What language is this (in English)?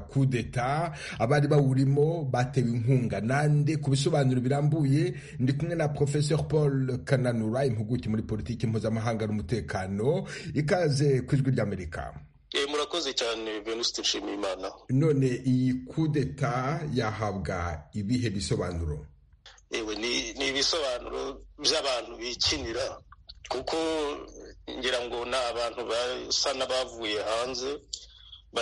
Kinyarwanda